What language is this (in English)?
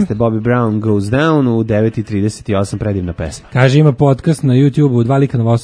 Serbian